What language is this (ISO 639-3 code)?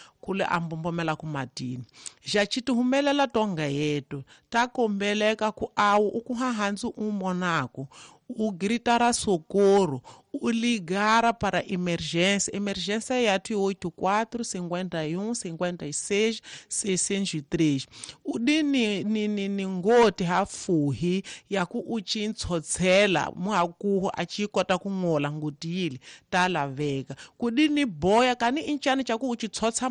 tso